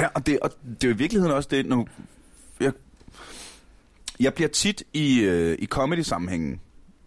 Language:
Danish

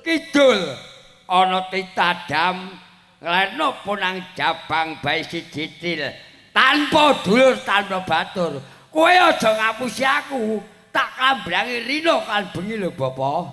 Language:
Javanese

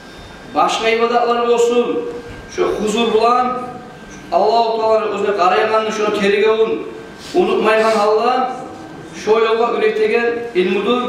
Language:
Kumyk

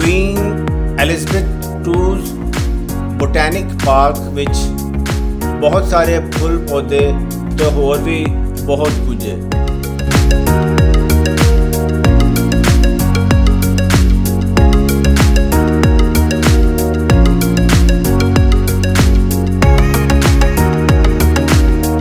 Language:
Punjabi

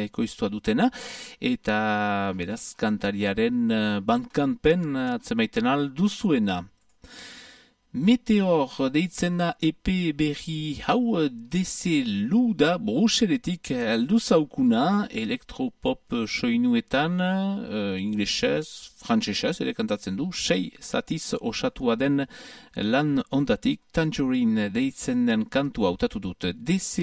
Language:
Basque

